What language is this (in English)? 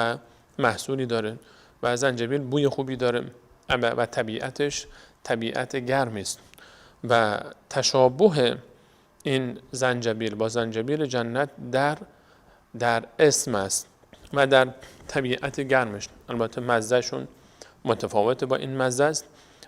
Persian